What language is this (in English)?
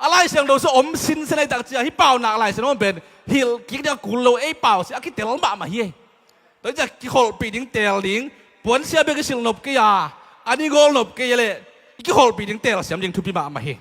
Tedim Chin